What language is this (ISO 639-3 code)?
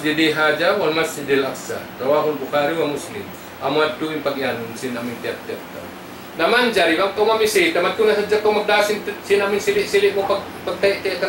tsg